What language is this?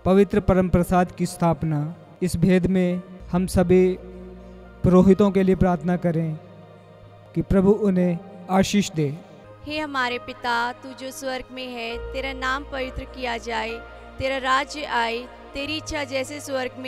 Hindi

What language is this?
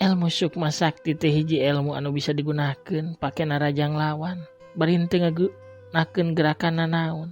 Sundanese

